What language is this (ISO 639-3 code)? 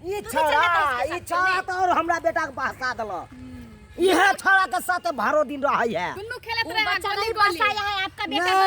mai